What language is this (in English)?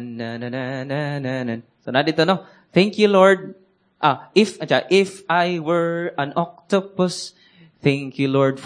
Cebuano